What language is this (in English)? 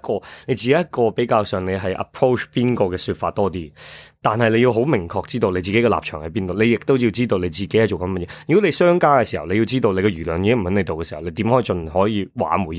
Cantonese